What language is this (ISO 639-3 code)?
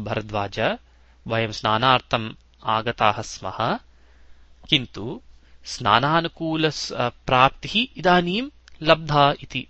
san